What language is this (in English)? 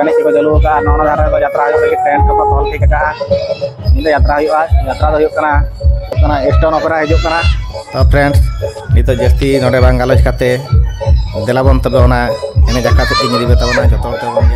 Santali